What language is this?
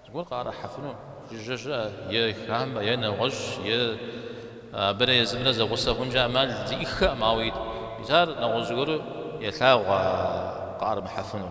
Kabardian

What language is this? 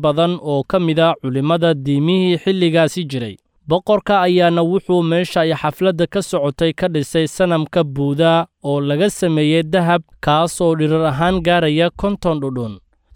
Somali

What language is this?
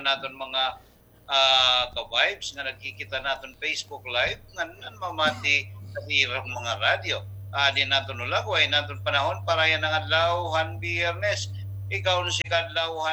Waray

